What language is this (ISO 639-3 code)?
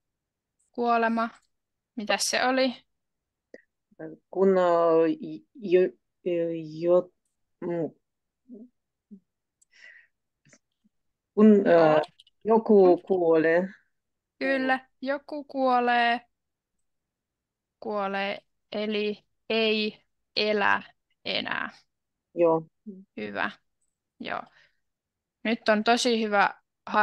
fin